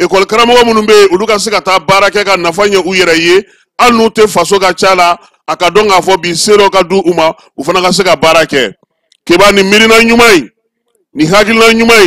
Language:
Bambara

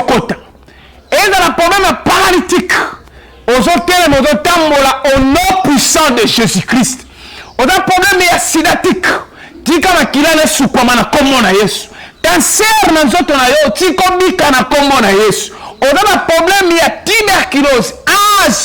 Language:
Lingala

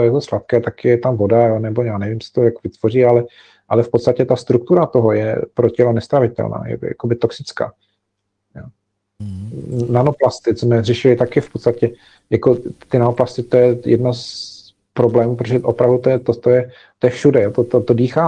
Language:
Czech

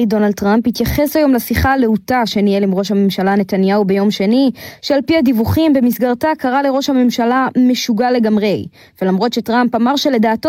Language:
Hebrew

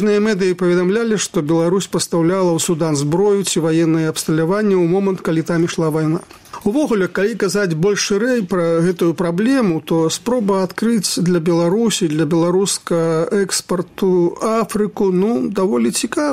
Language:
Belarusian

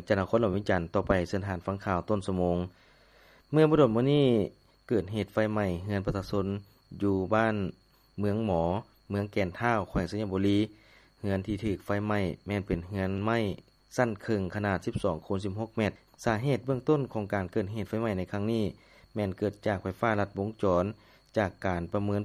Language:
Lao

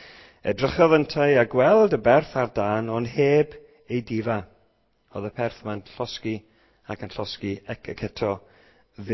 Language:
Welsh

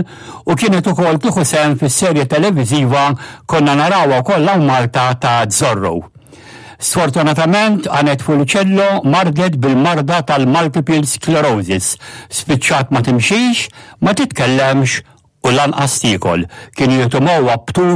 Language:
Maltese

